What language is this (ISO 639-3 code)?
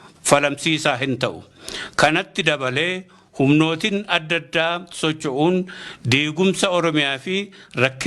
orm